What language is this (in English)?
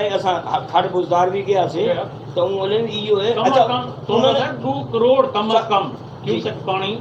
Saraiki